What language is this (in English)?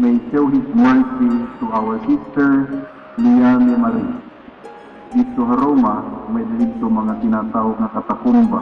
Waray